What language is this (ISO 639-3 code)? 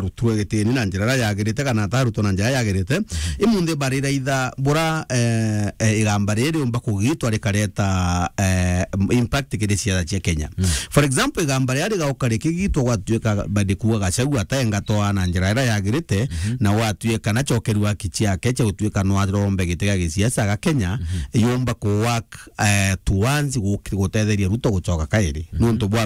mer